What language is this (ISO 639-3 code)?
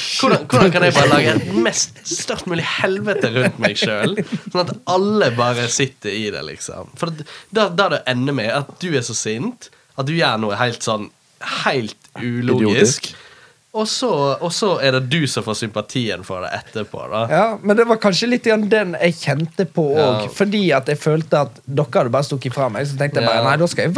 nor